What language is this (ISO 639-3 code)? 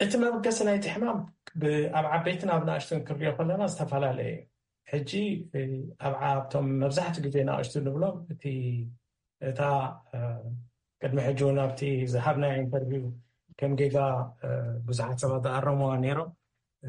tir